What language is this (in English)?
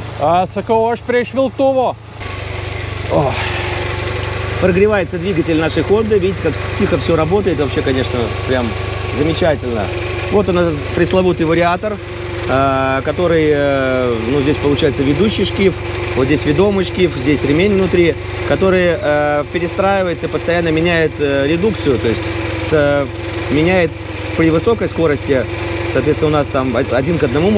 Russian